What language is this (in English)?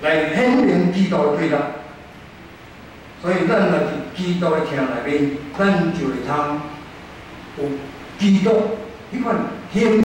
Min Nan Chinese